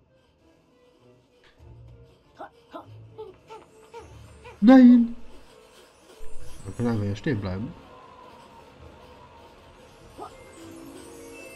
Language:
German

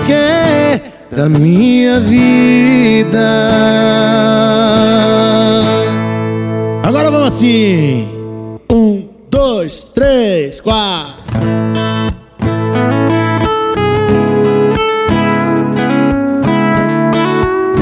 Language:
Portuguese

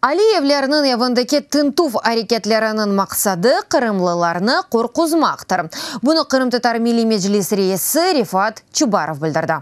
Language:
Crimean Tatar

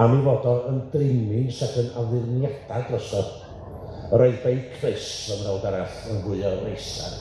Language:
Welsh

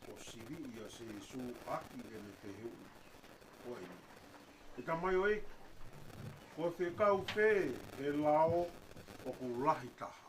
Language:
Tongan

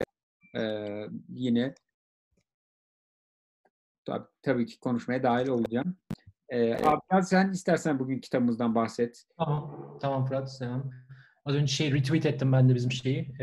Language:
Turkish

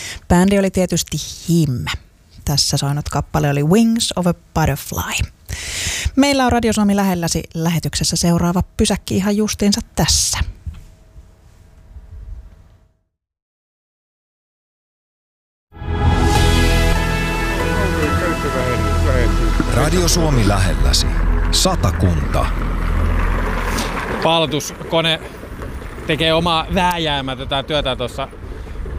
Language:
Finnish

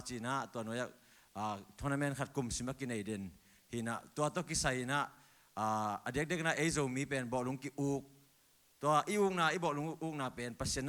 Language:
Tedim Chin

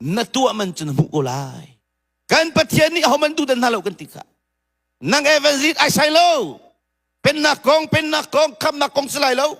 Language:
Hakha Chin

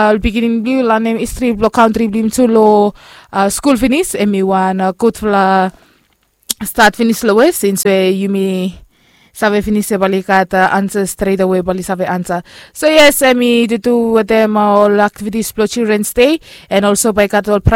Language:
Bislama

